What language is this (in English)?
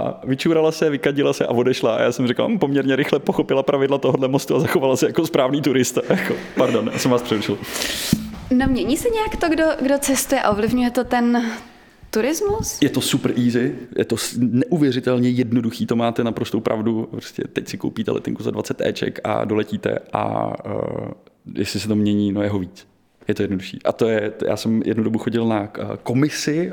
Czech